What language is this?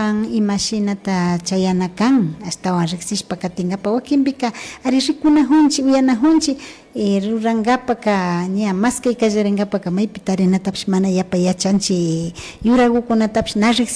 Imbabura Highland Quichua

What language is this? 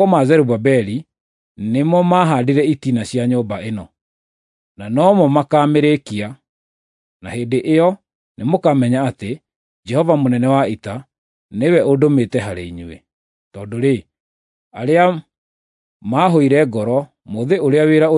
Kikuyu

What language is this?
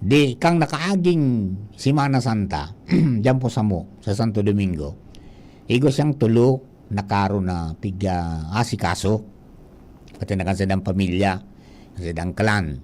Bikol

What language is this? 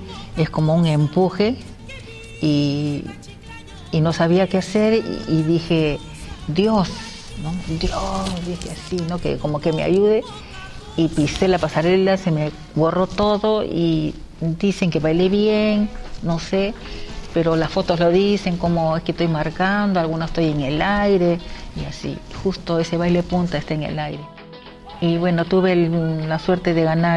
Spanish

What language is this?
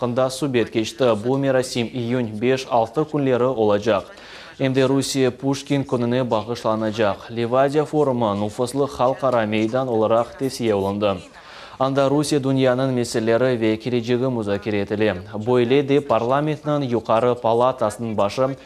Crimean Tatar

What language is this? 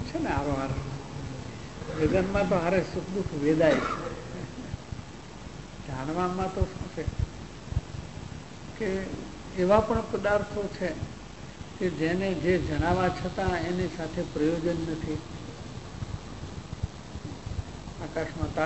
Gujarati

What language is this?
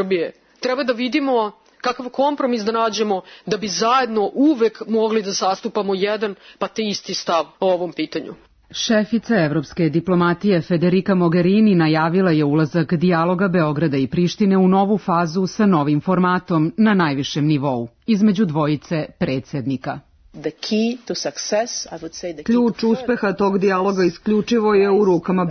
Serbian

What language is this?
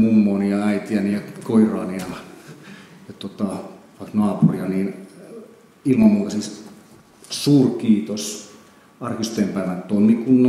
Finnish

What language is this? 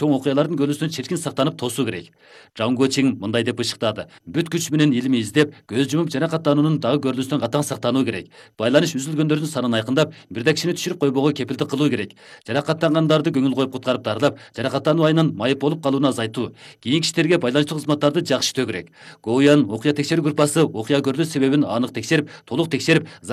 Kyrgyz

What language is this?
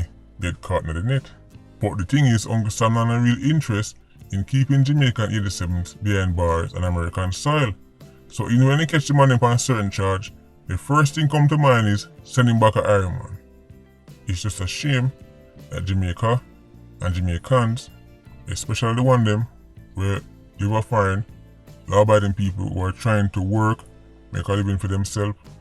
Jamaican Creole English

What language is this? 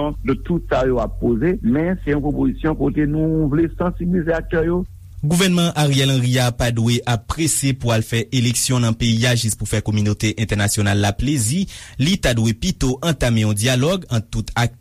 Haitian Creole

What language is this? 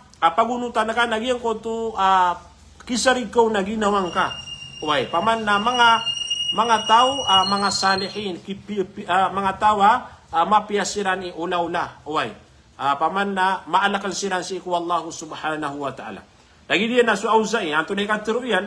Maranao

